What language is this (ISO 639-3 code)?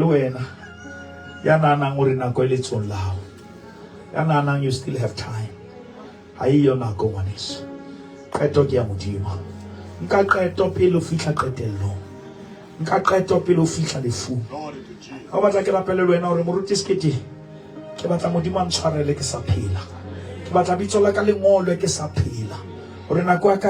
sot